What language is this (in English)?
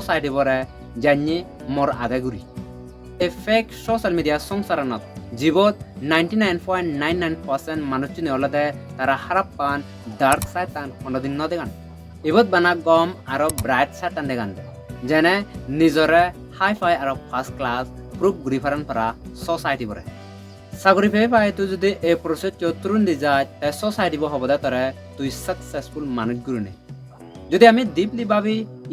Chakma